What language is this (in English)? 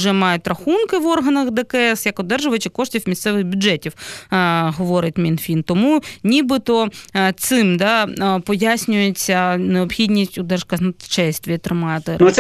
Ukrainian